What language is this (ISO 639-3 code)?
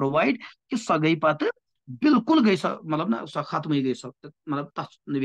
kas